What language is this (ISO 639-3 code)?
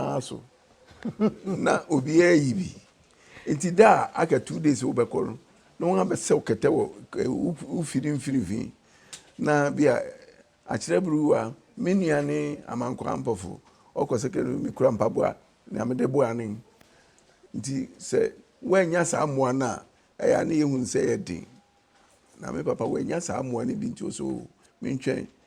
aka